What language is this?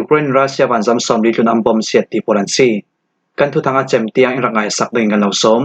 Falam Chin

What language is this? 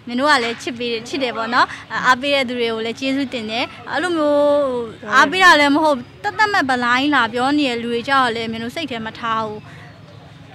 Burmese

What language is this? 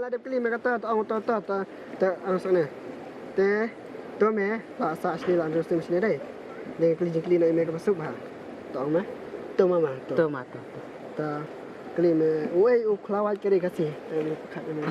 Khasi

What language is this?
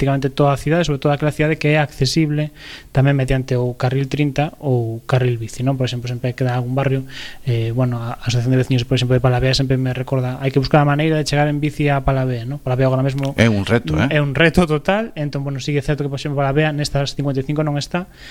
Galician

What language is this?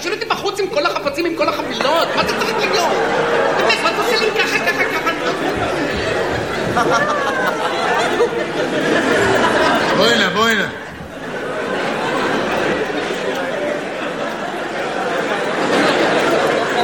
Hebrew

